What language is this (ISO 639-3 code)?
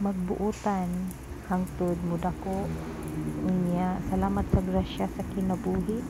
ceb